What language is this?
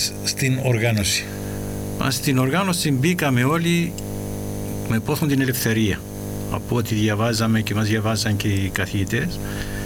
Greek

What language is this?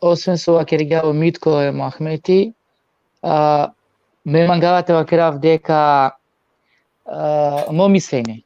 Balkan Romani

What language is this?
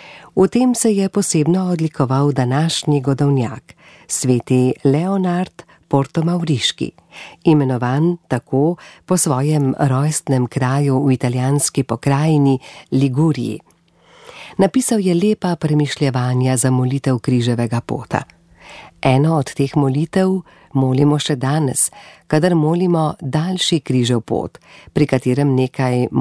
Slovenian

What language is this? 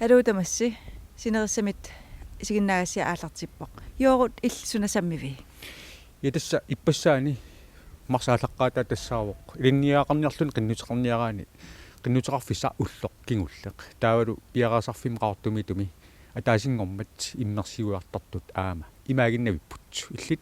Kalaallisut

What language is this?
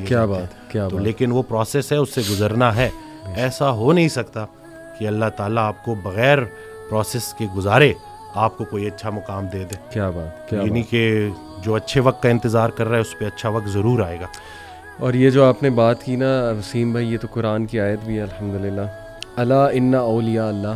Urdu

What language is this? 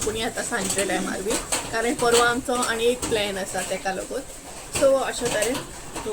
Konkani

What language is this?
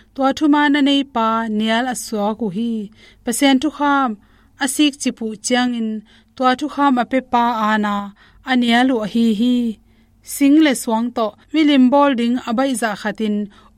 Tedim Chin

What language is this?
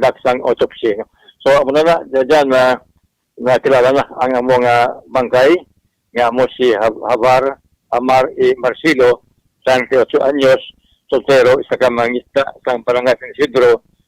Hiligaynon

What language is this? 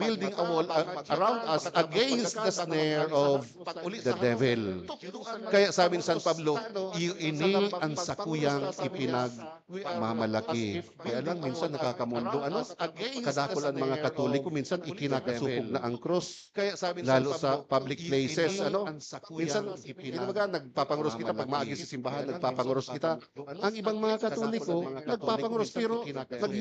Bikol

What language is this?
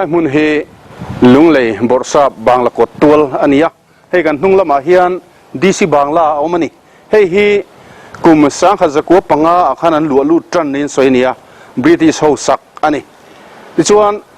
Mizo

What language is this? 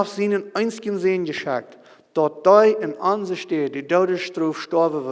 Plautdietsch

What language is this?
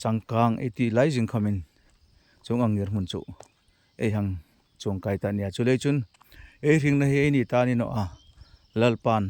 Hmar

